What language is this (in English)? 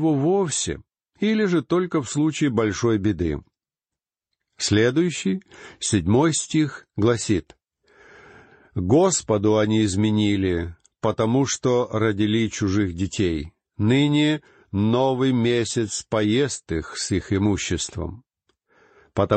Russian